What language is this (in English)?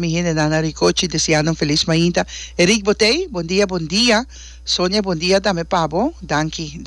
Papiamento